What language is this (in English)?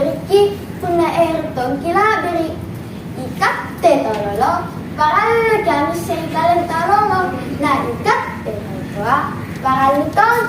Makasar